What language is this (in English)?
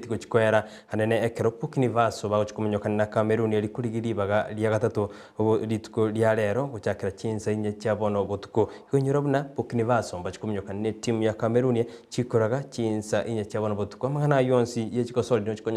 Gusii